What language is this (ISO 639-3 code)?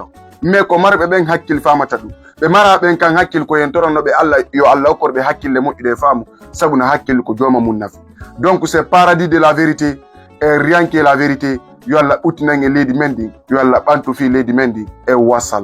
ful